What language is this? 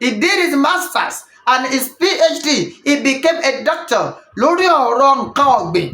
Yoruba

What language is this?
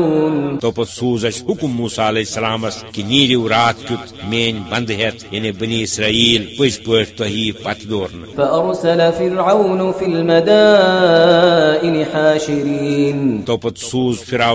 Kashmiri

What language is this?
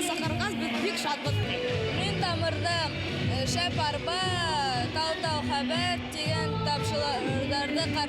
Bashkir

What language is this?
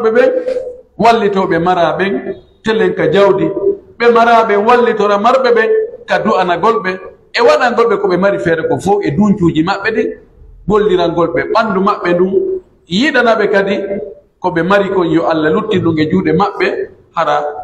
Pular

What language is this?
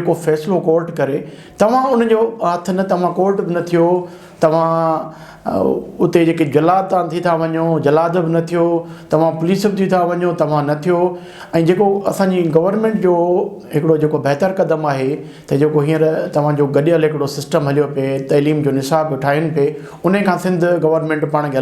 Sindhi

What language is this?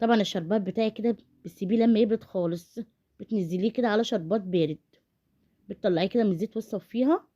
Egyptian Arabic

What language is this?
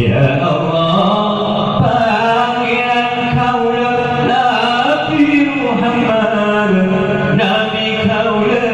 Madurese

